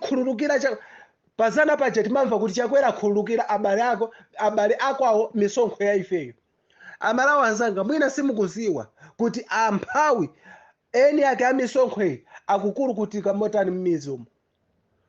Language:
Nyanja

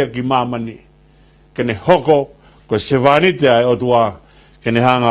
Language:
Tongan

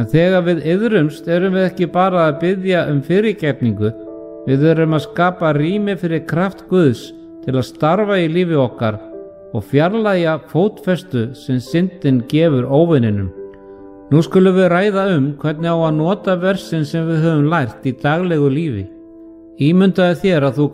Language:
Icelandic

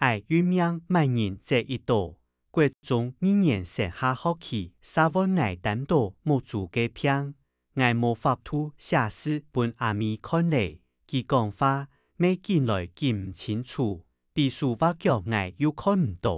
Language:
Hakka Chinese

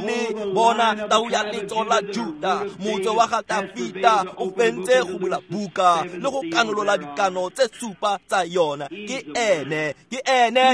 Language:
Tswana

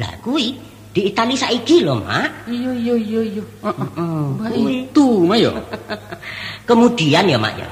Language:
Minangkabau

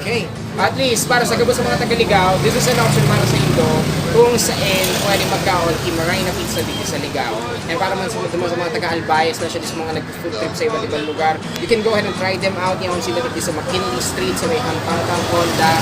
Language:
Bikol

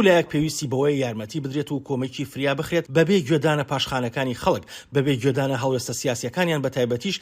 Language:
Central Kurdish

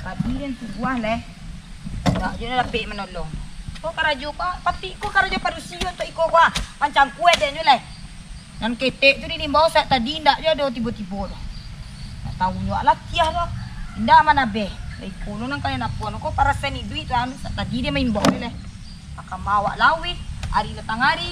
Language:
Minangkabau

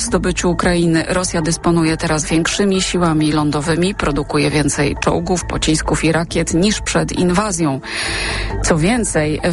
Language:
Polish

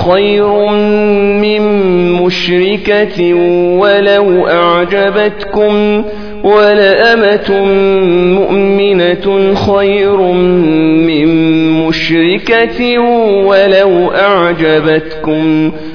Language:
Arabic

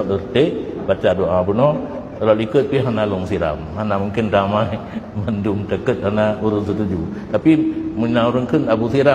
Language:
Achinese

